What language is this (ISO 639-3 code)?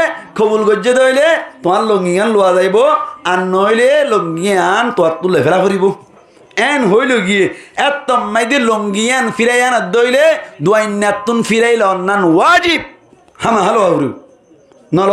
rhg